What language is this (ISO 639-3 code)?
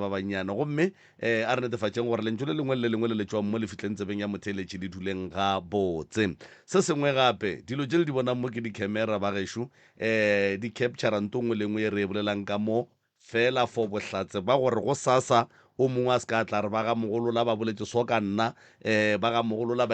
nso